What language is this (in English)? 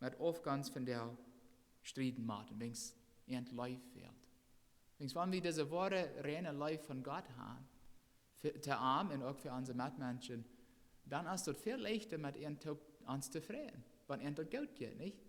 Plautdietsch